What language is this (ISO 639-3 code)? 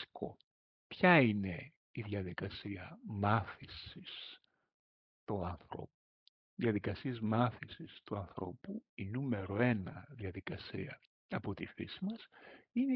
ell